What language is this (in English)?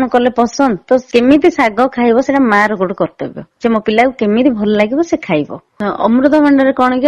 Odia